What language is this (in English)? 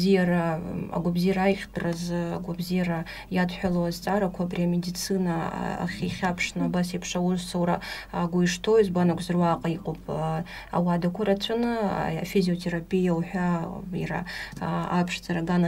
Abkhazian